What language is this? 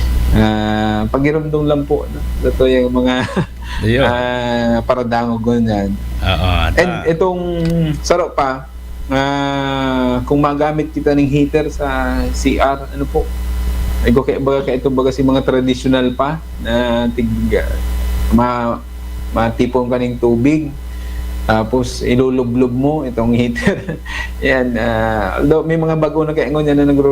Bikol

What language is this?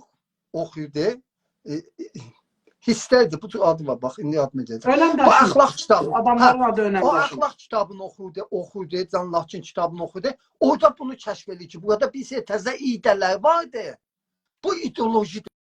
South Azerbaijani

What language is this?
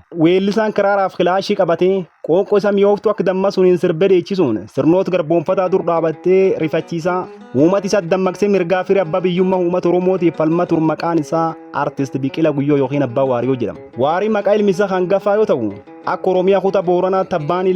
Oromo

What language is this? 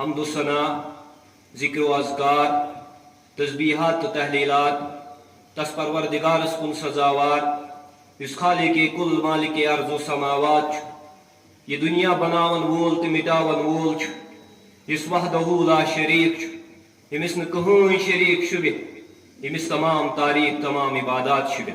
Kashmiri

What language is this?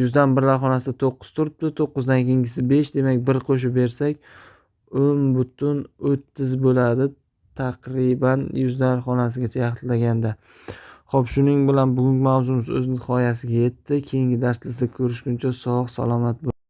Uzbek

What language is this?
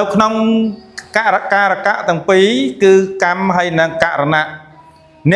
Khmer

